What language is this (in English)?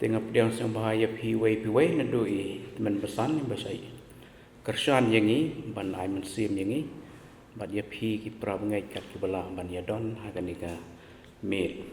Khasi